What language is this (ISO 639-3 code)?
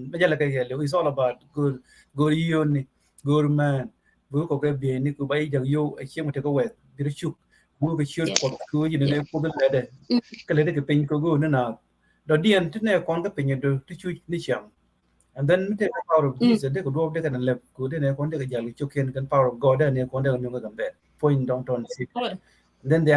nus